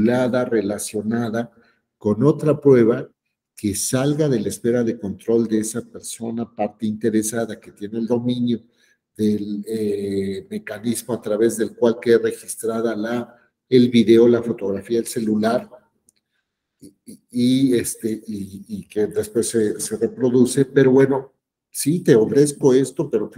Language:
Spanish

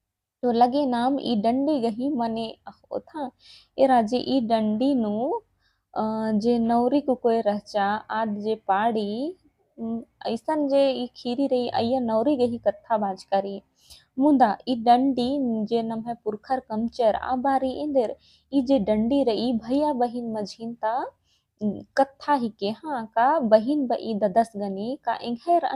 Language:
Kurukh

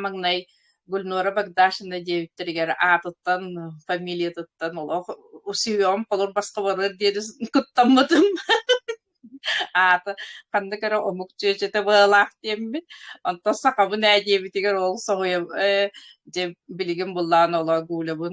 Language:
Yakut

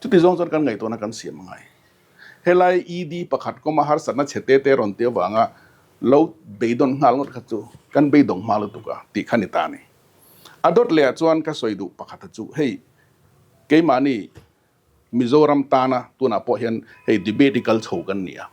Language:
Mizo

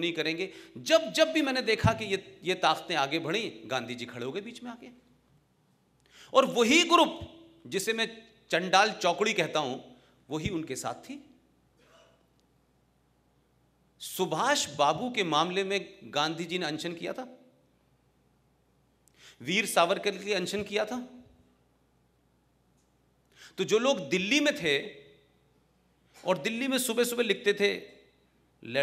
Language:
Hindi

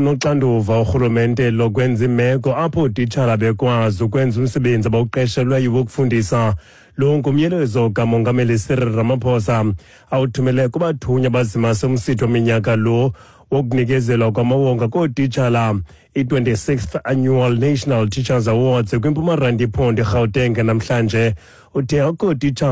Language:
Xhosa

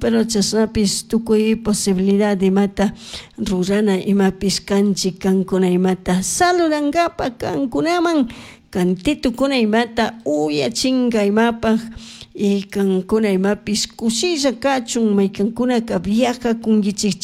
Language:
Chimborazo Highland Quichua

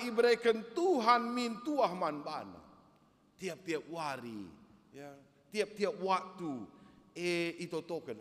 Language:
Batak Karo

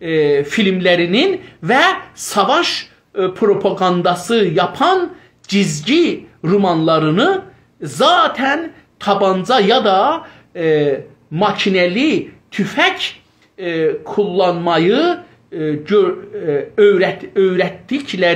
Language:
South Azerbaijani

